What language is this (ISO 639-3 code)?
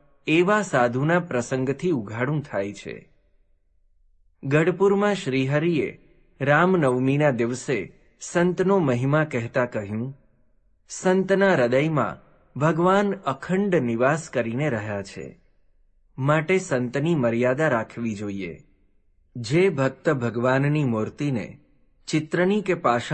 guj